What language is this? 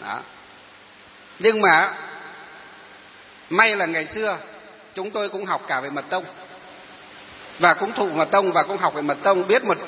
Vietnamese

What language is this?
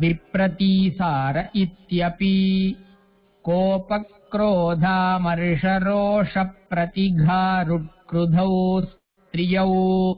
Sanskrit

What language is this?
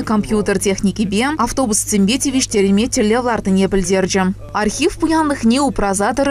Chuvash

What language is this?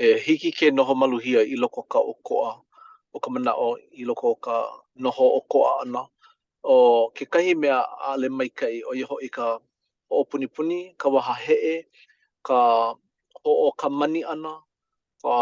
Hawaiian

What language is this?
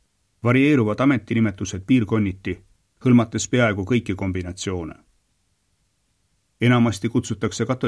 Estonian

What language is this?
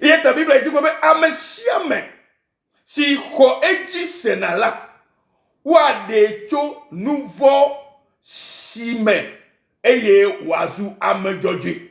Ewe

